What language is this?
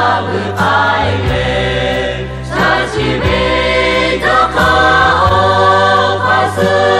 Lahu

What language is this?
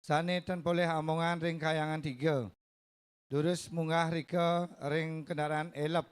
Balinese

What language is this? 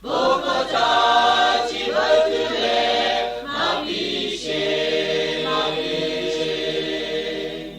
Lahu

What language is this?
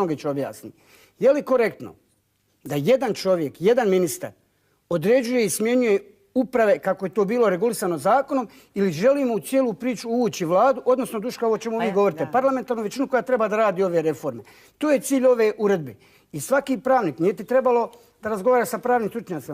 Bosnian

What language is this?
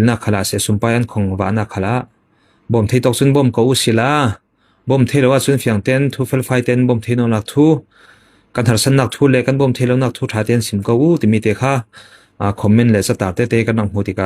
Falam Chin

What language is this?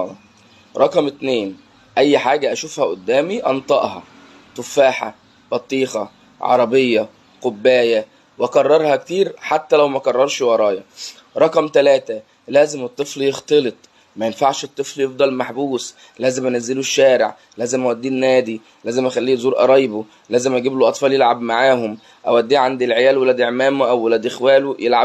Egyptian Arabic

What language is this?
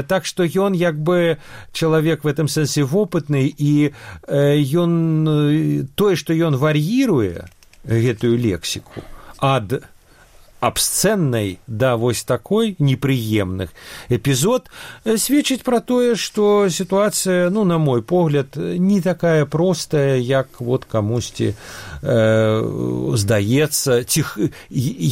Belarusian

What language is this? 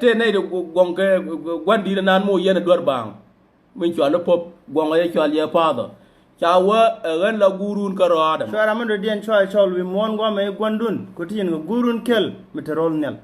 Nuer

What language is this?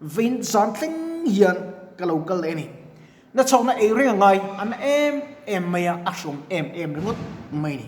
Mizo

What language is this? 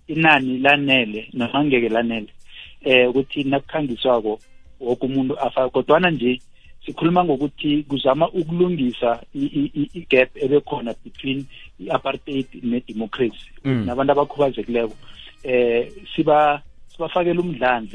South Ndebele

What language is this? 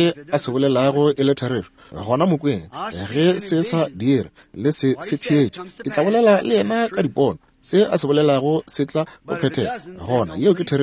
Northern Sotho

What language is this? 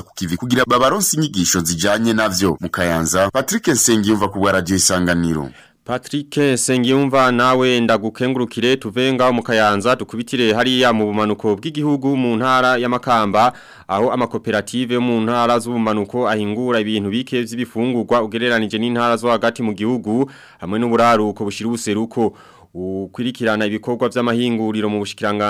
Rundi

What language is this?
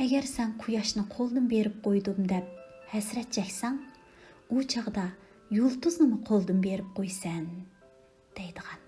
Uyghur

